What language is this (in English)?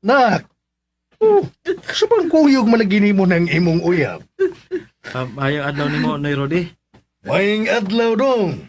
Cebuano